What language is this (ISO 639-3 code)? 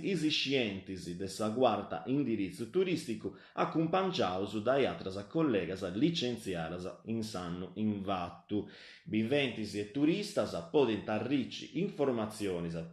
srd